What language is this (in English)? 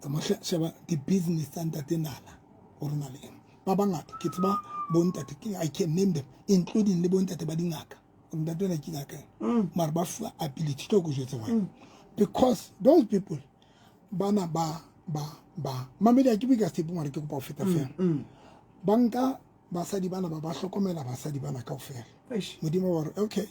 Southern Sotho